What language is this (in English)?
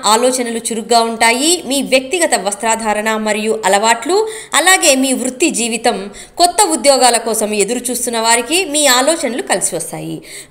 Telugu